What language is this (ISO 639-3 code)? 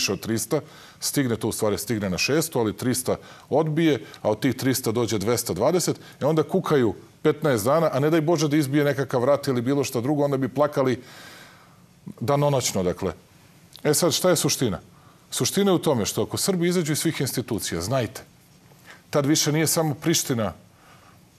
srp